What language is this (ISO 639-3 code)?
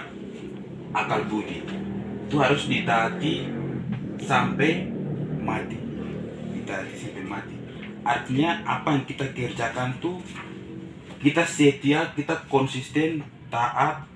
ind